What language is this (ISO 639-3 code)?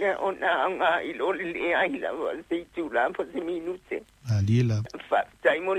smo